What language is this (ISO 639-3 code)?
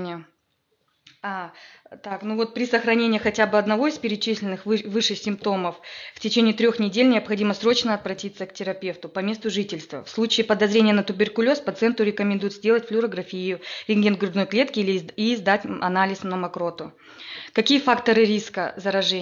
rus